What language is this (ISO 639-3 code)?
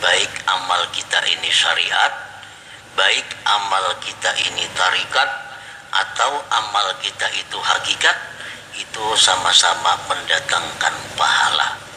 bjn